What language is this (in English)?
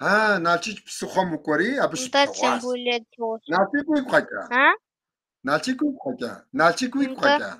Kabardian